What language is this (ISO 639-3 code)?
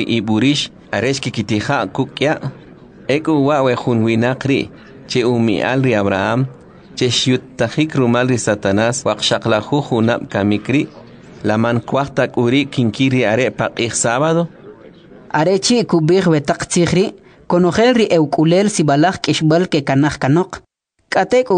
quc